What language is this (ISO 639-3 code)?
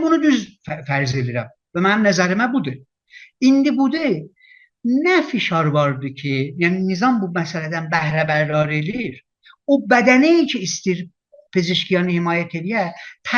azb